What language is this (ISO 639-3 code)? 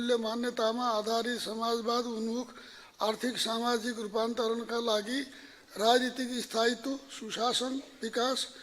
nep